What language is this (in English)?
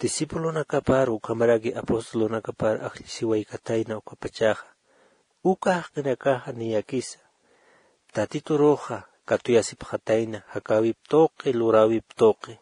Aymara